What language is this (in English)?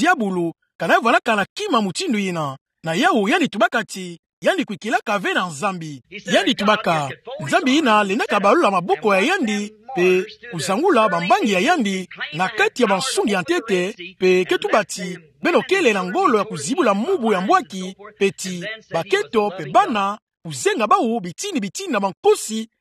Kituba (Democratic Republic of Congo)